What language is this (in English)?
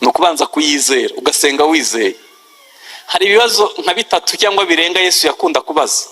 Kinyarwanda